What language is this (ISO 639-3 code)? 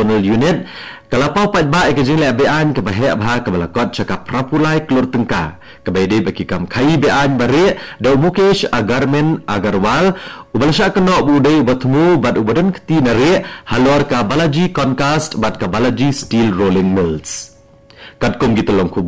kha